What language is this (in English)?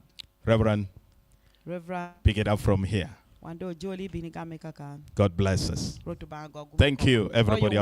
Lango (Uganda)